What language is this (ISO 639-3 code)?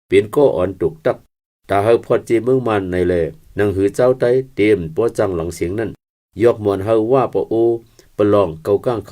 shn